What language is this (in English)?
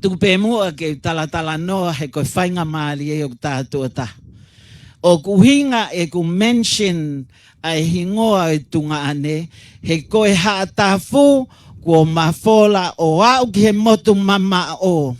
Tongan